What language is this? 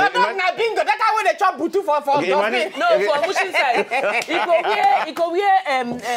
Nigerian Pidgin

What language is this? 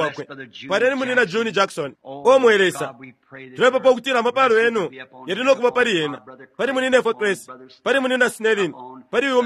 Bemba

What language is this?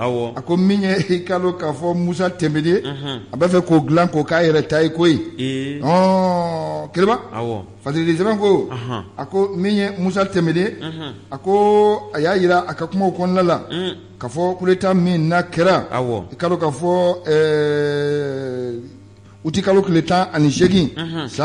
Bambara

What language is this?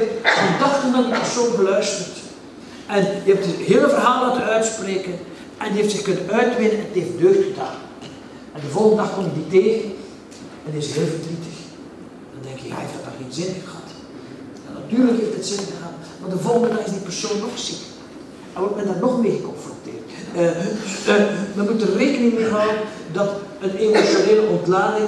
Dutch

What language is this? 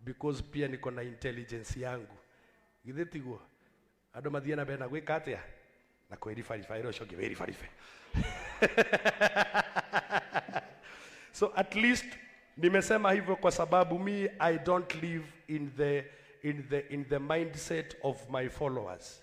Kikuyu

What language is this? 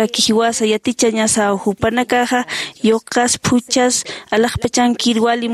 Aymara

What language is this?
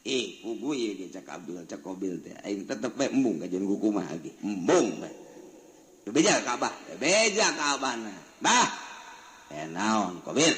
Sundanese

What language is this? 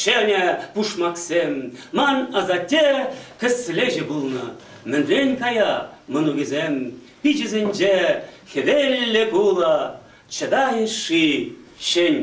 Chuvash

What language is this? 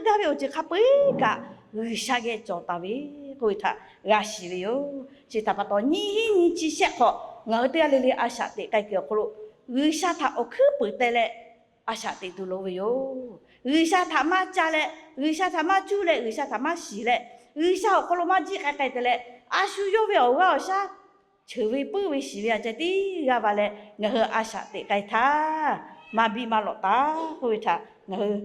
Lahu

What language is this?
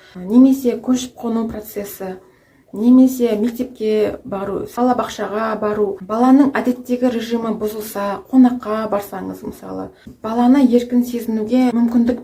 Kazakh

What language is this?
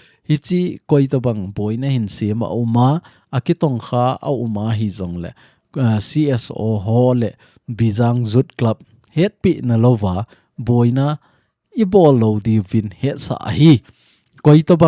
Thado Chin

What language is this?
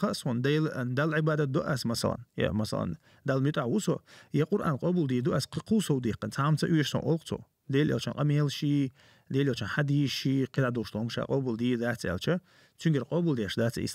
Chechen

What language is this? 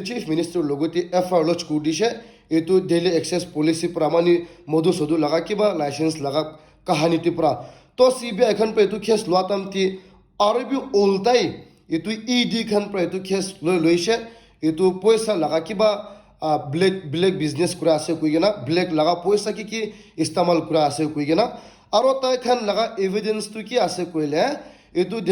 Naga Pidgin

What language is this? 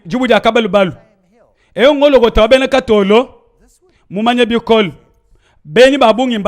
Luba-Lulua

